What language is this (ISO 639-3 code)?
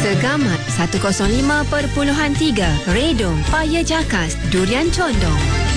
msa